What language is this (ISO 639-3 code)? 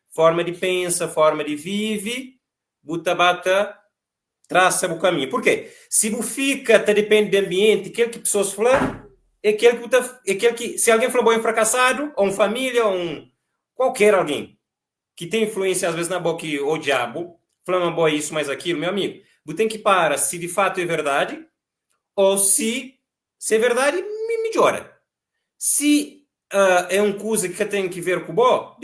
kea